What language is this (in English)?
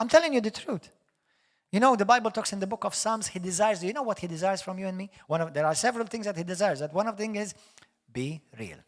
English